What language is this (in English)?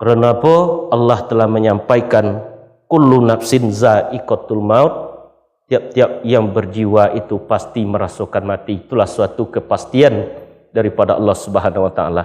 Minangkabau